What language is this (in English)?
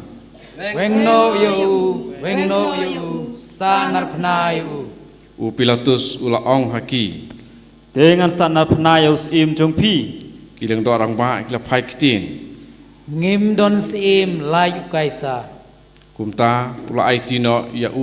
Khasi